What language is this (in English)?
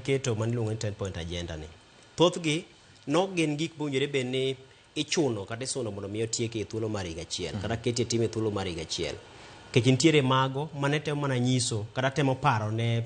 Luo (Kenya and Tanzania)